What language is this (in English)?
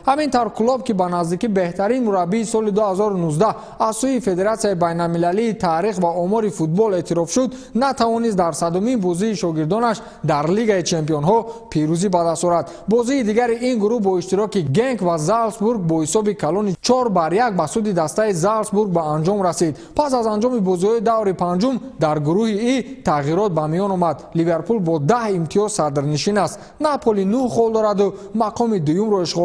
Tajik